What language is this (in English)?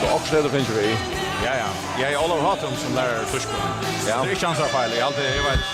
Faroese